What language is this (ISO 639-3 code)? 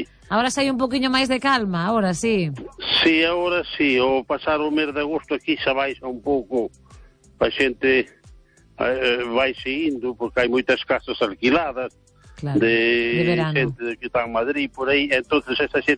glg